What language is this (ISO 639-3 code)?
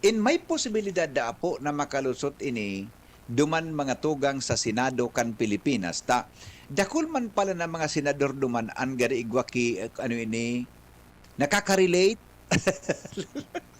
bik